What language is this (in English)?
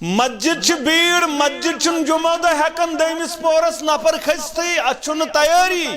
Kashmiri